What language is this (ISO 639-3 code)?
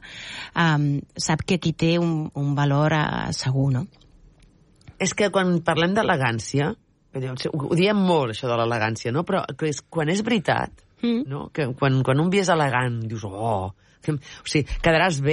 cat